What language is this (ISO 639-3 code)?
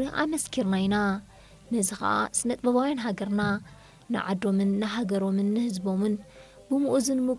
tir